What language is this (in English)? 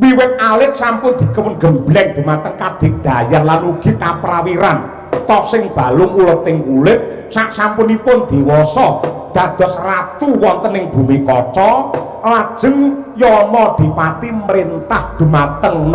Javanese